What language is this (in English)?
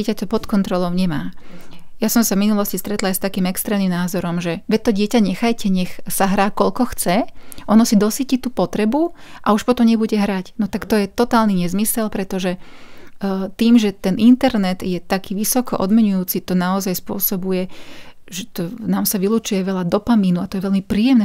Slovak